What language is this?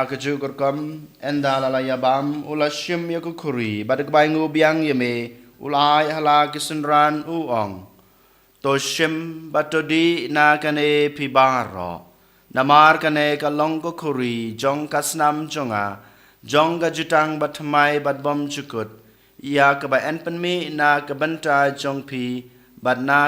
Khasi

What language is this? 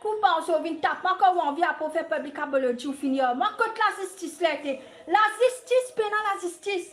Morisyen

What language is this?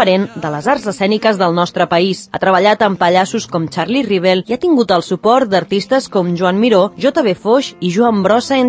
Catalan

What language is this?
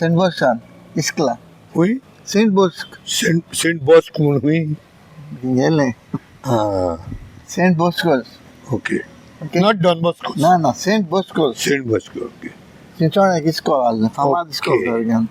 Konkani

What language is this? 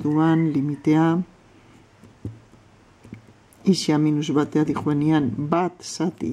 Basque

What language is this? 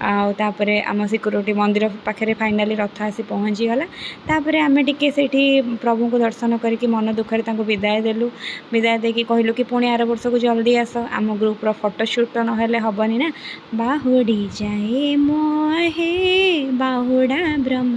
Odia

